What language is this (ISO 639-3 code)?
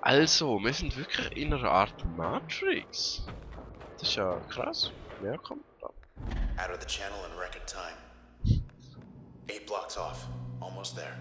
gsw